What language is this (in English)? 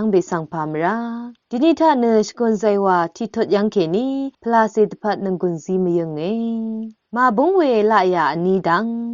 Rawang